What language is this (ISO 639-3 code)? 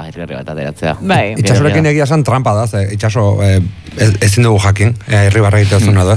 eus